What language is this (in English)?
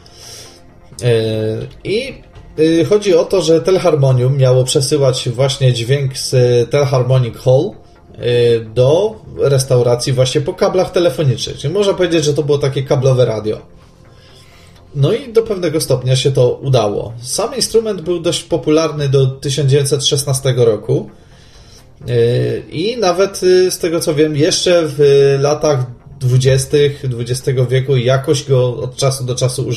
Polish